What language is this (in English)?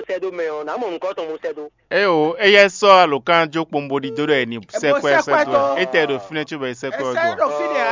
Fon